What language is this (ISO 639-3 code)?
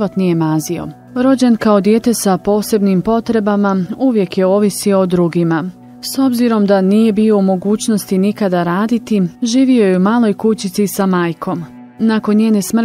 bos